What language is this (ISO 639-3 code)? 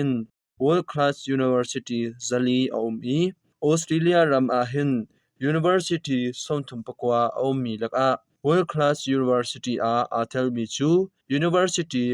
cnh